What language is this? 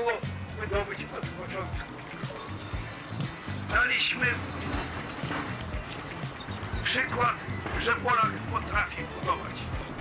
Polish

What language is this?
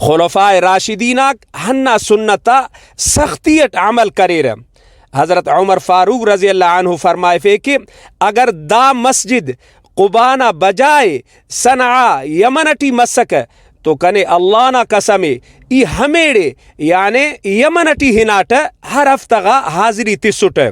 Brahui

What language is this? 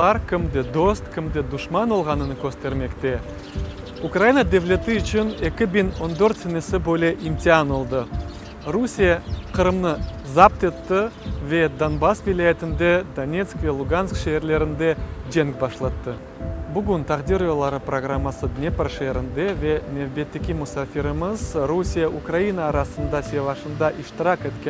Crimean Tatar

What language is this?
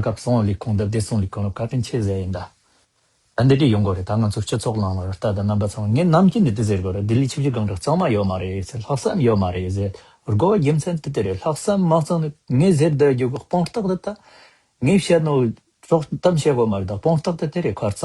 Tibetan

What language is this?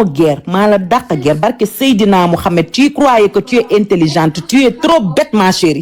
Wolof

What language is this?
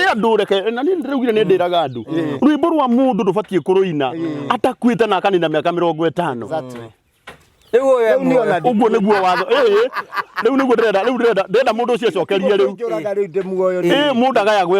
Kikuyu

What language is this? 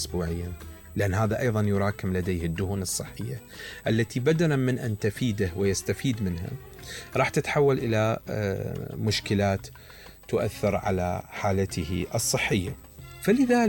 Mesopotamian Arabic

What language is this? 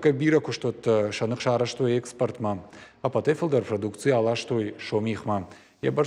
Ossetic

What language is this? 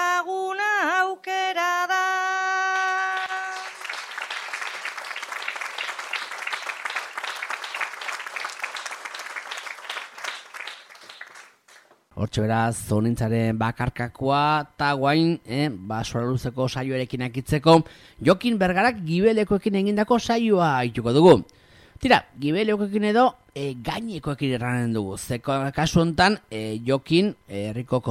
Basque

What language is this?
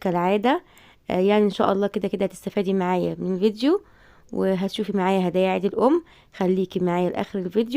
Egyptian Arabic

